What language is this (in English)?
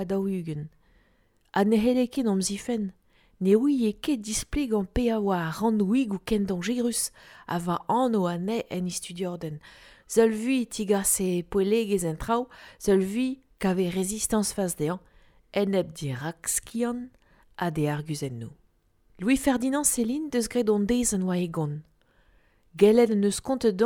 Breton